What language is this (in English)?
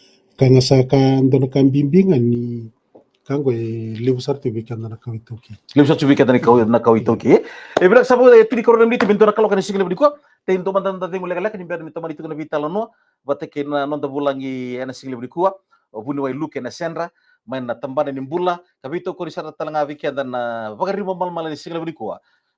Fijian